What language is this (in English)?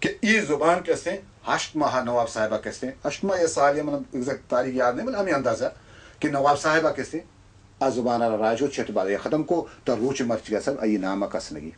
Baluchi